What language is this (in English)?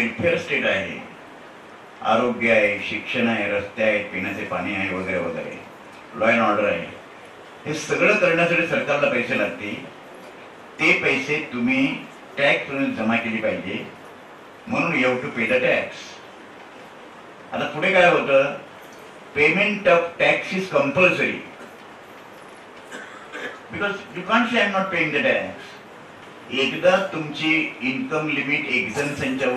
Marathi